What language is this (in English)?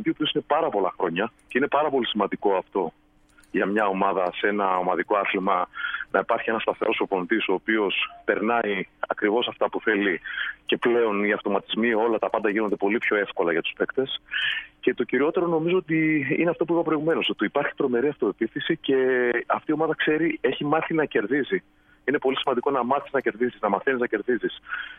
Greek